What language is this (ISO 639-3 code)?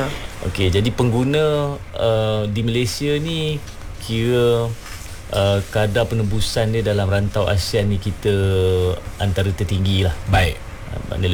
msa